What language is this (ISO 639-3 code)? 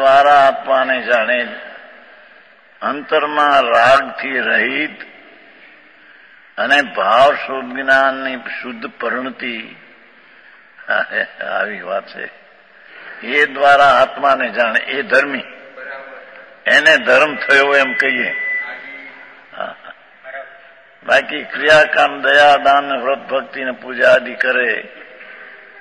guj